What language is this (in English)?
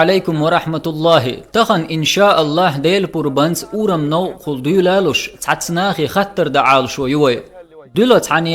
Chechen